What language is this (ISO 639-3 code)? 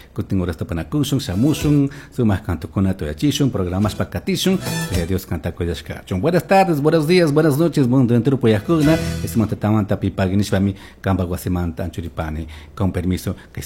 qug